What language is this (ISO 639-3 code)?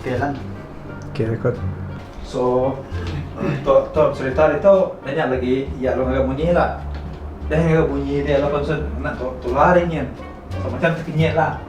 iba